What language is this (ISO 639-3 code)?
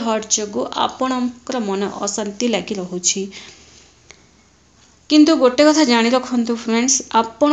ori